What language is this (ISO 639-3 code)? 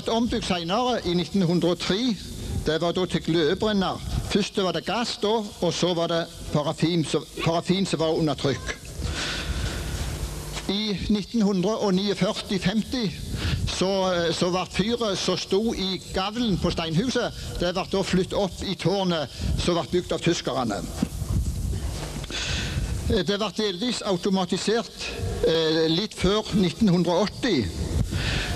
nor